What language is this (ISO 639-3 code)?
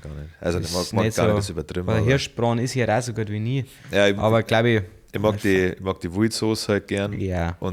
bar